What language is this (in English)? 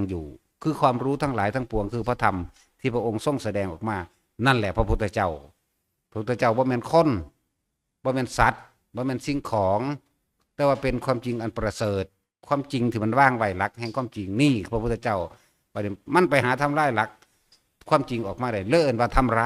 Northeastern Thai